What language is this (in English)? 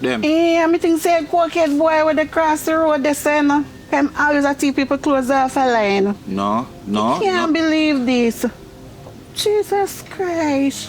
Jamaican Creole English